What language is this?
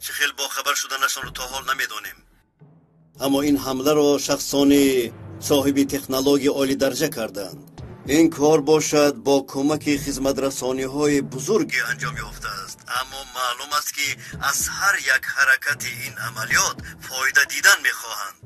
Tajik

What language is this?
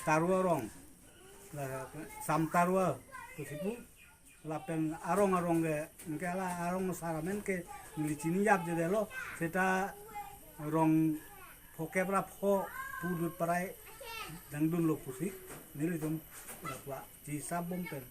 Karbi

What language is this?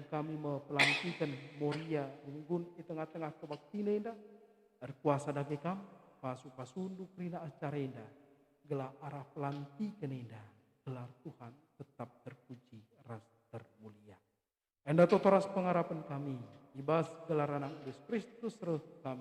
Batak Karo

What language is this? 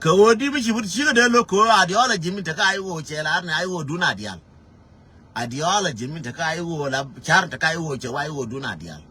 Nuer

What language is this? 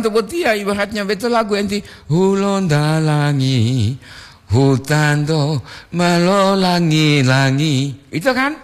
Gorontalo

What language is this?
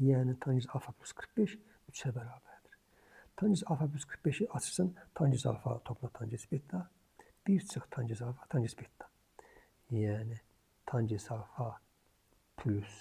Azerbaijani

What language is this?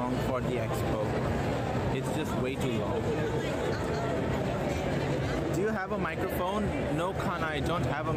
English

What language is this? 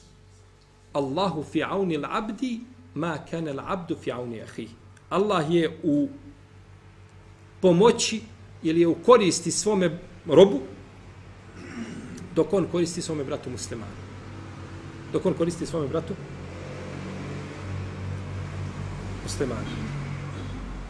Bosnian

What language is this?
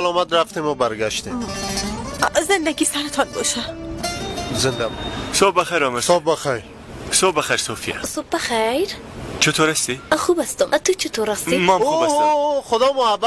Persian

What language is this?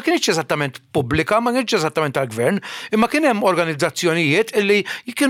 Maltese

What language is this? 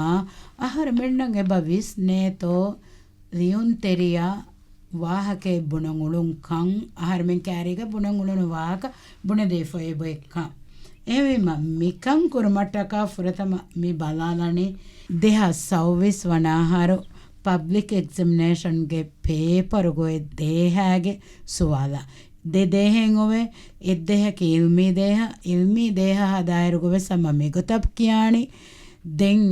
Divehi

